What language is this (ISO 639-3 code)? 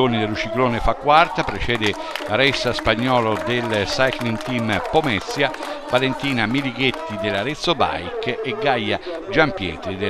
ita